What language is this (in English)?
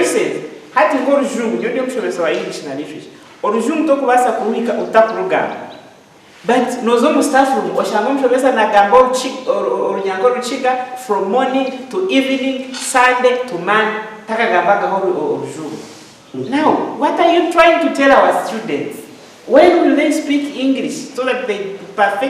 Nyankole